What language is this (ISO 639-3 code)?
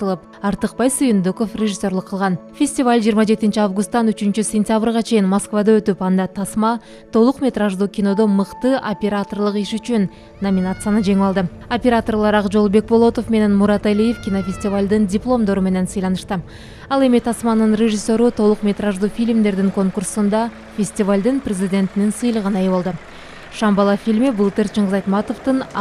kir